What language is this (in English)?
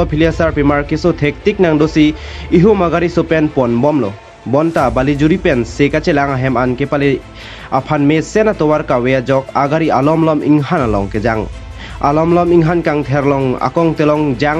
Karbi